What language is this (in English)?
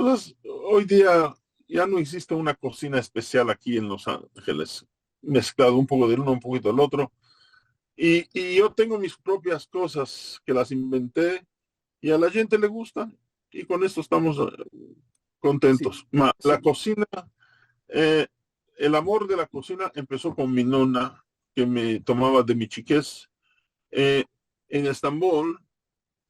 Ladino